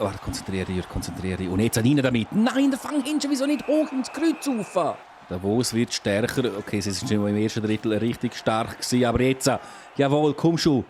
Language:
Swiss German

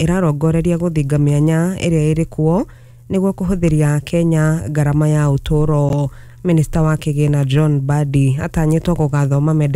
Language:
Kikuyu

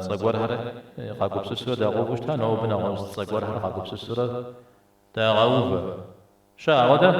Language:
Kabardian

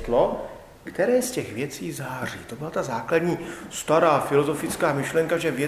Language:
Czech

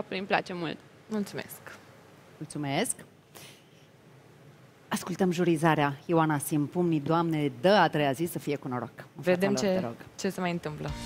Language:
Romanian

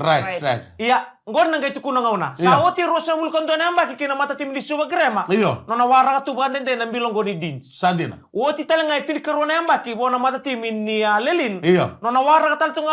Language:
Fijian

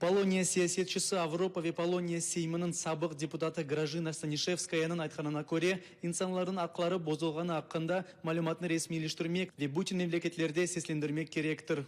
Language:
Crimean Tatar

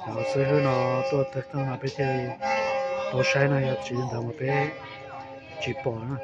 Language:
Hmong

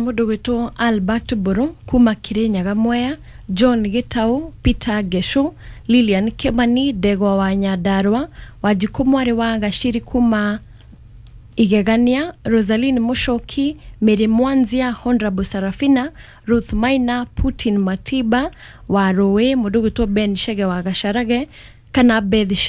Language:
Kikuyu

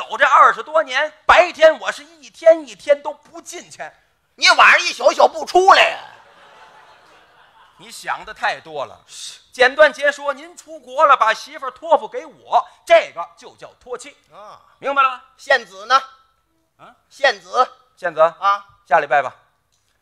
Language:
Chinese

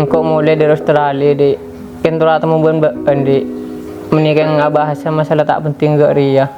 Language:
Madurese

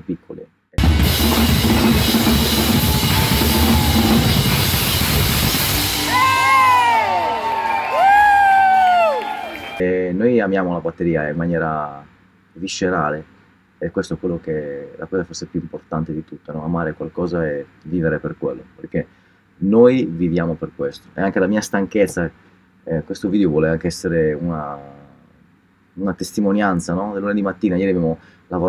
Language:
Italian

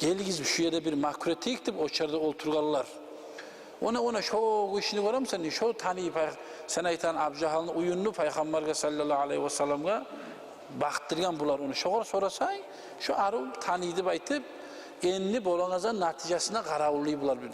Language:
Kumyk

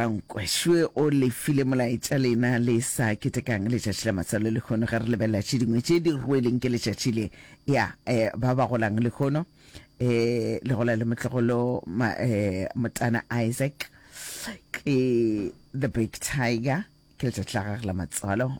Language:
Northern Sotho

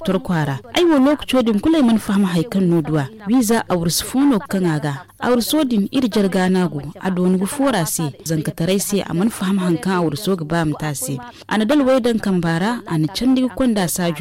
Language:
Zarma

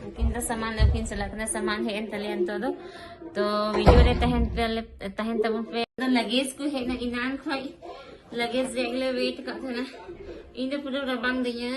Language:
Santali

